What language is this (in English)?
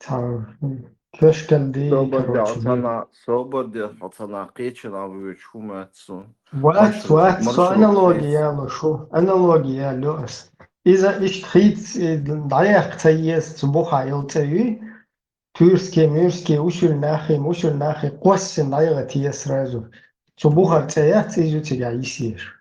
Chechen